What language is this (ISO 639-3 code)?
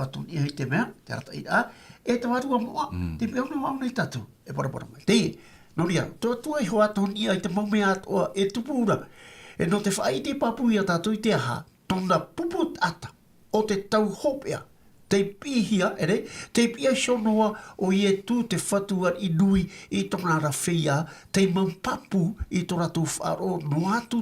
tah